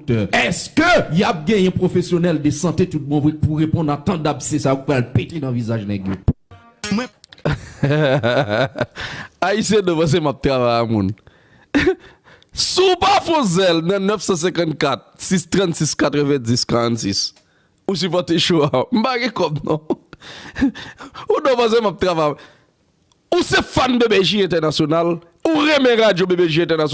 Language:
Haitian Creole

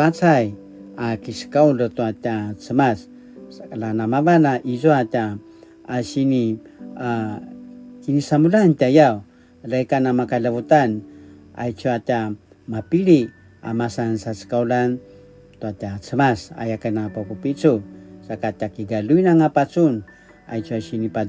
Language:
Paiwan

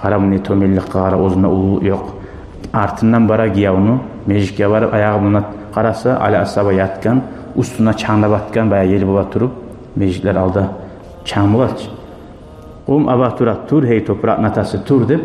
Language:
Kumyk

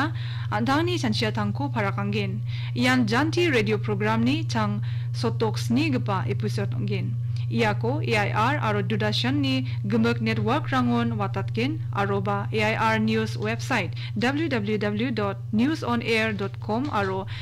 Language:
Garo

